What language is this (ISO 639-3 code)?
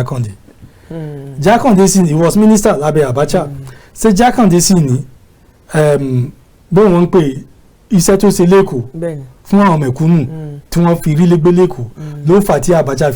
yor